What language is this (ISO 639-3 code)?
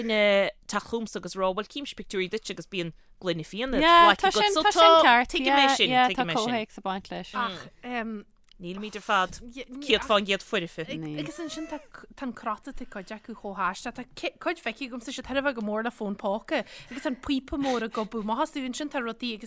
gle